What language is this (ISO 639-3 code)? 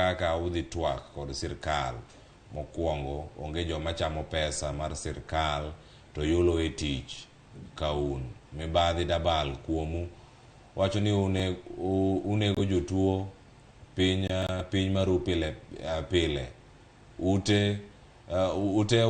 luo